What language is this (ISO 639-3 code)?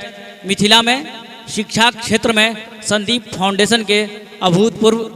mai